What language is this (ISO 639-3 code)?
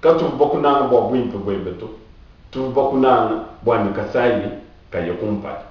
lua